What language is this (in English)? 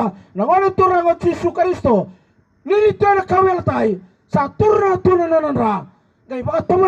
Fijian